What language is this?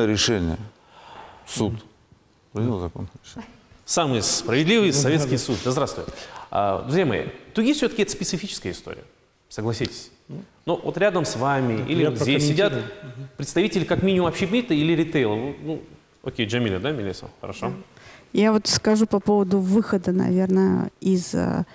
Russian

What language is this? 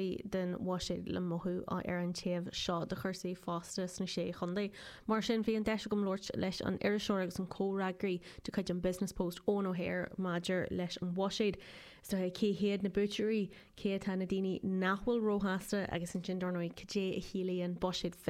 Irish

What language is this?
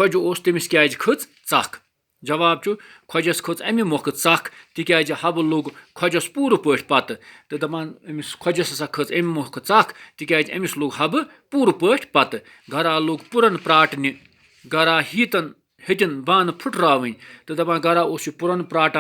Kashmiri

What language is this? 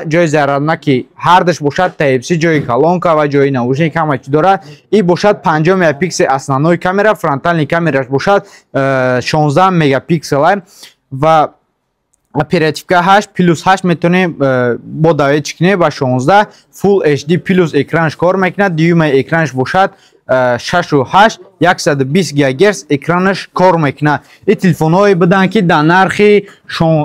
Tajik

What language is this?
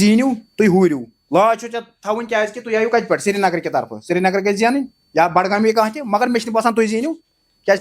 Kashmiri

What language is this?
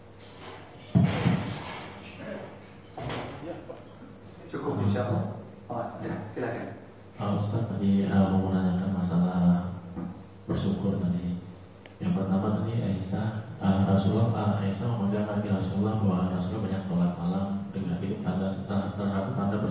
Indonesian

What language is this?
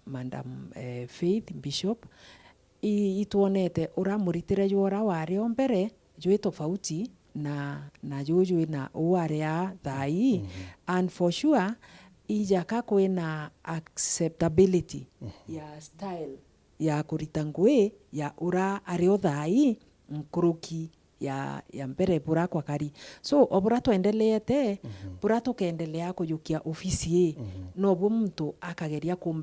Meru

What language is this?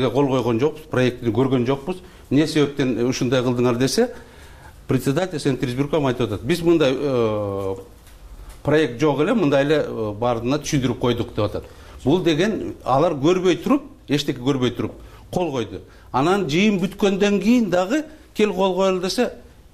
Kyrgyz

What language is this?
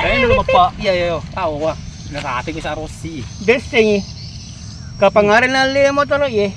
Buginese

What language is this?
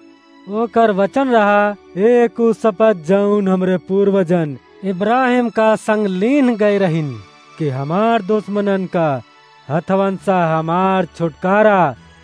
Awadhi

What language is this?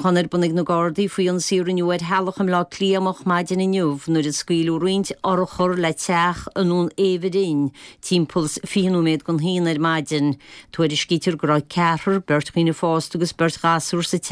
Irish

